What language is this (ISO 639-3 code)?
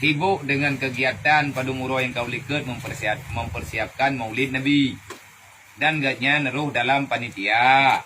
ace